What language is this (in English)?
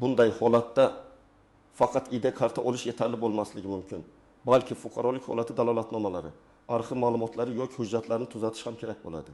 Uzbek